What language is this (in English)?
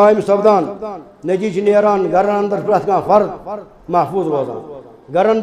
Kashmiri